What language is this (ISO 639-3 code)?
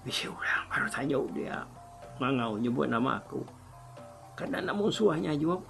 iba